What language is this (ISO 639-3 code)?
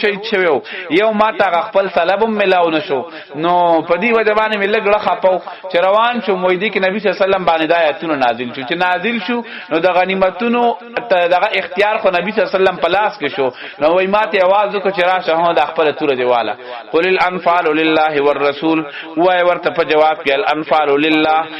pus